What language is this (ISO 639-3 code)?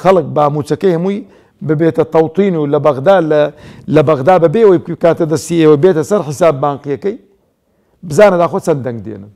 ckb